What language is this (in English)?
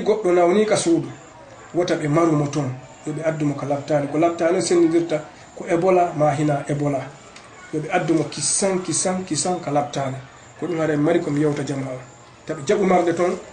Fula